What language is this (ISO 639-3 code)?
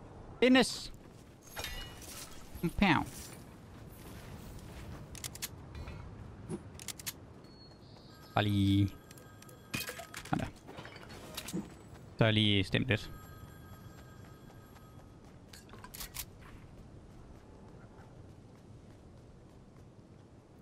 dan